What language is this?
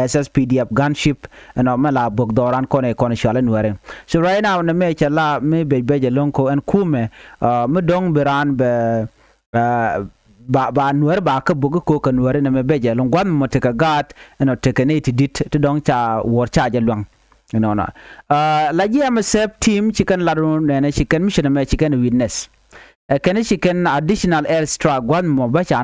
Nuer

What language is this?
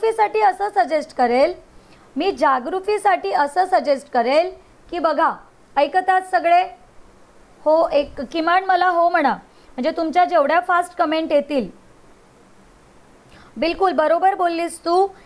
Marathi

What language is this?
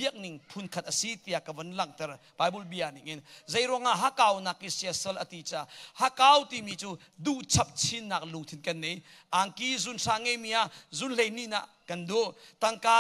Hakha Chin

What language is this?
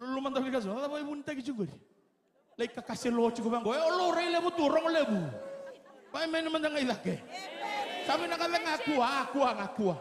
Fijian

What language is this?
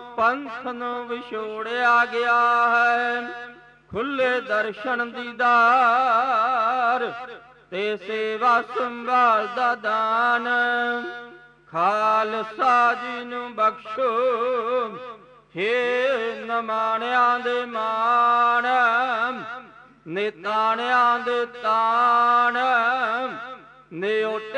Punjabi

